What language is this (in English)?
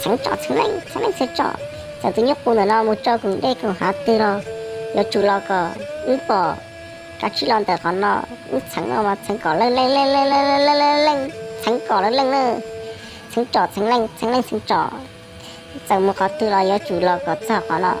Hmong